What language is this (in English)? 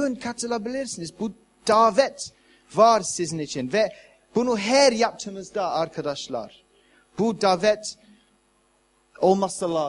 Turkish